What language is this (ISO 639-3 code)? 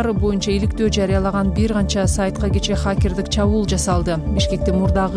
kir